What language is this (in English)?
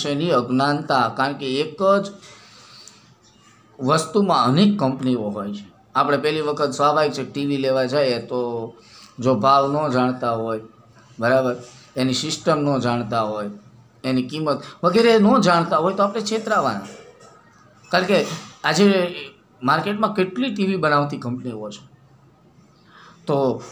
Gujarati